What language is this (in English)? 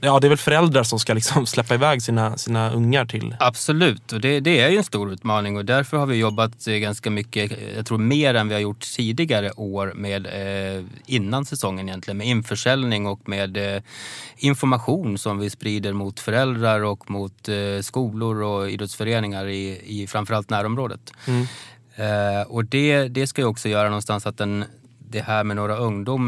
Swedish